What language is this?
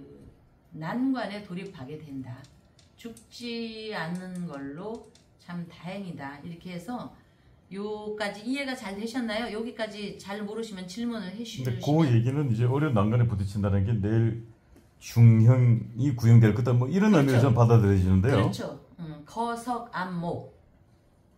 Korean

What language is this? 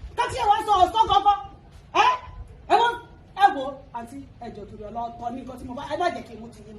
Yoruba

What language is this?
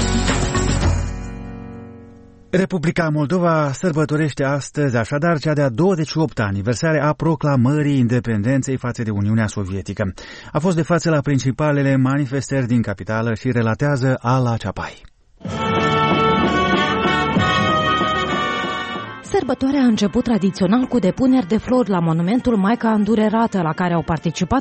Romanian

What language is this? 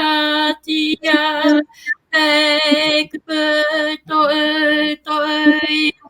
Māori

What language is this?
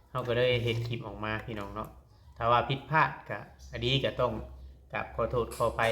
Lao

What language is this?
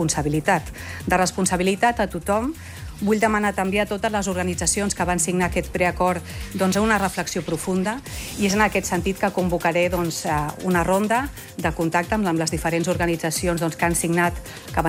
Catalan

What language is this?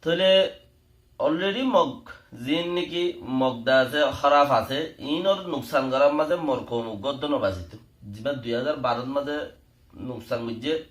Rohingya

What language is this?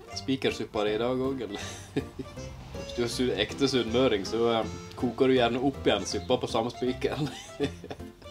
Norwegian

